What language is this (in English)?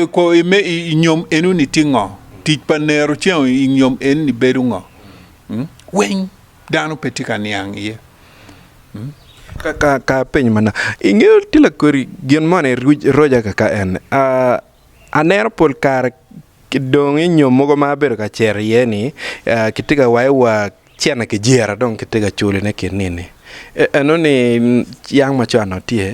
Acoli